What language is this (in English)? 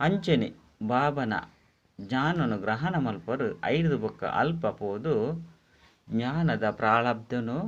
Tulu